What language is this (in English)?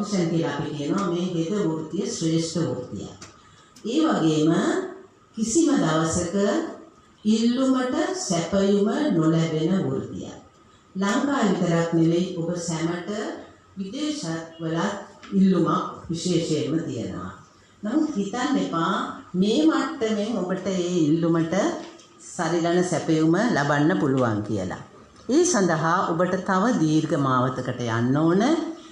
Sinhala